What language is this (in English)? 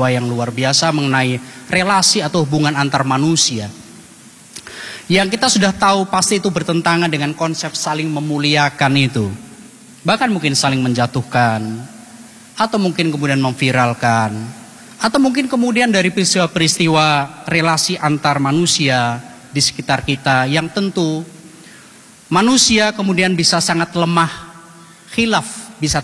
Indonesian